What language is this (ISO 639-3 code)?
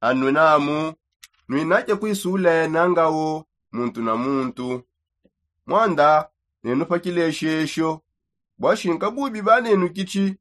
sop